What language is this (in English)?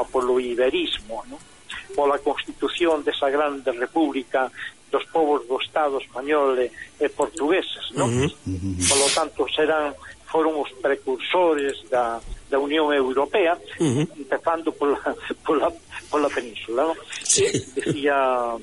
Galician